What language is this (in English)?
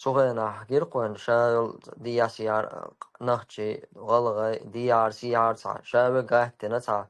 Chechen